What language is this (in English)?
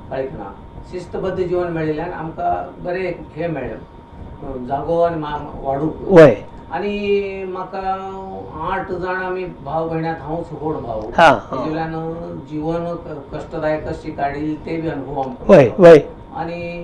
Konkani